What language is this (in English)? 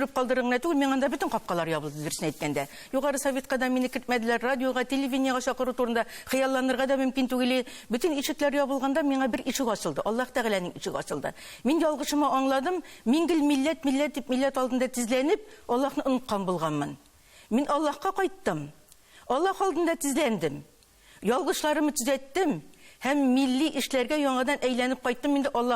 Tatar